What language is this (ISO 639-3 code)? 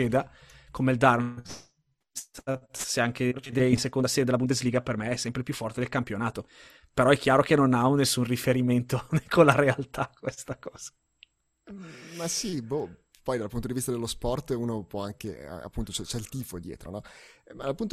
ita